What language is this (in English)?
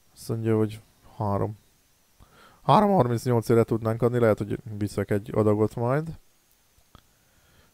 Hungarian